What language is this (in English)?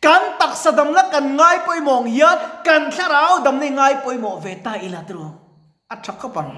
Mizo